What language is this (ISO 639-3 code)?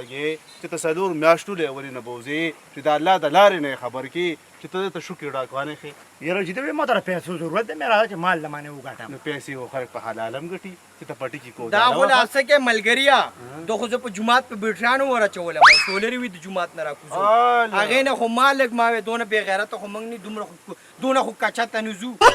pus